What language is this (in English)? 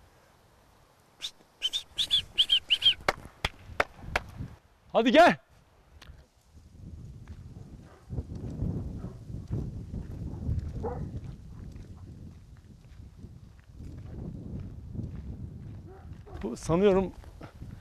Turkish